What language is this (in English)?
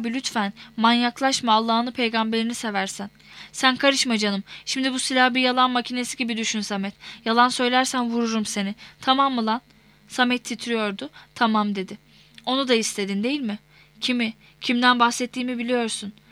Turkish